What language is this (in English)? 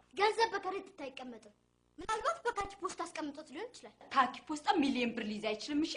Amharic